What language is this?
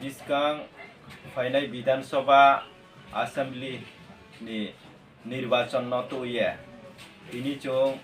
Riang (India)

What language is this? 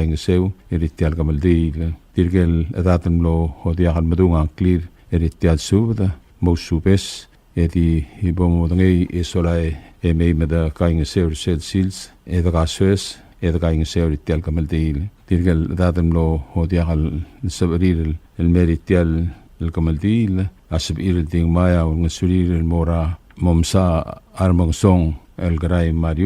Palauan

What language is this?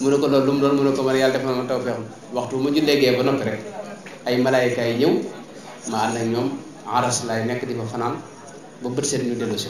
Wolof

